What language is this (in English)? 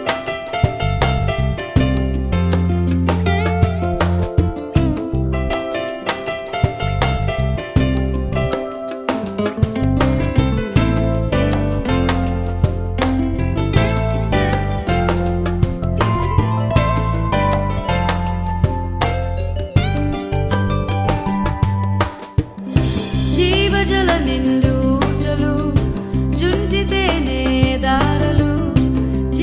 Telugu